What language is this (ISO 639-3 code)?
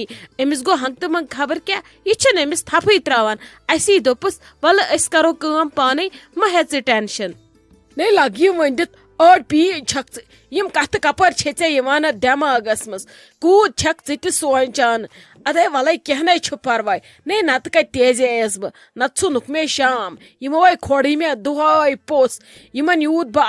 kas